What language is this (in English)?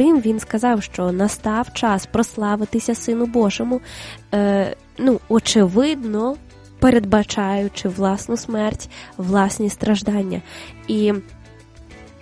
Ukrainian